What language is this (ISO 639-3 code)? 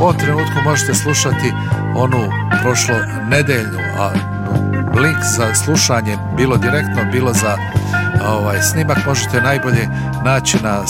bos